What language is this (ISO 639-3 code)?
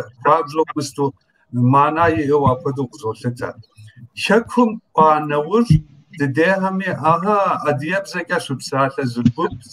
kbd